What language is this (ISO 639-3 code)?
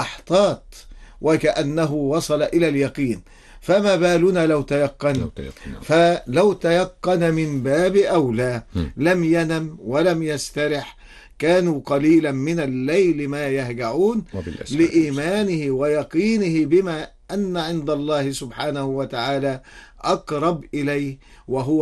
ara